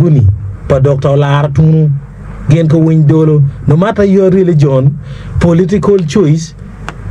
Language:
Acoli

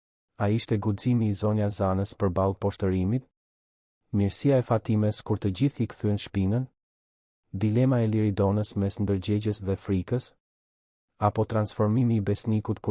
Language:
Albanian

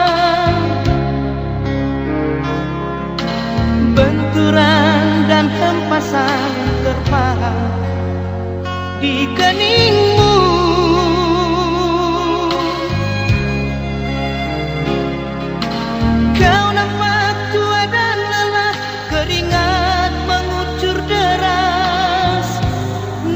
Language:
Indonesian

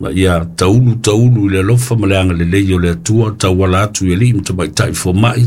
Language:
Samoan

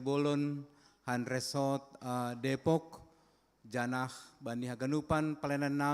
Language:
Batak Simalungun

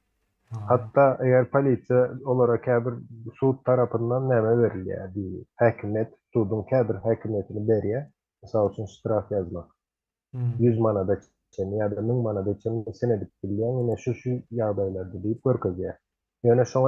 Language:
Turkmen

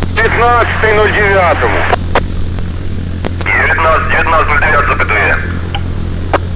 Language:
Ukrainian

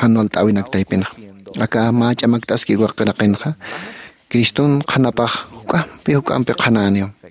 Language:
Aymara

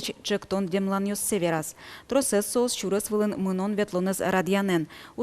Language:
Udmurt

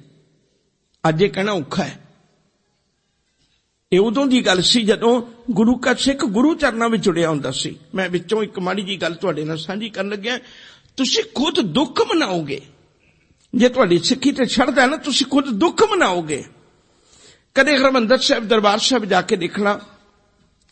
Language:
Punjabi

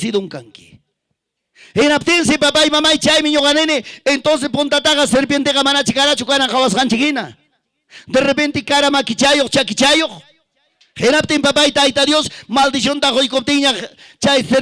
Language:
Ayacucho Quechua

